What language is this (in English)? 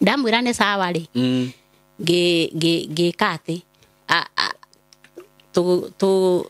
Kikuyu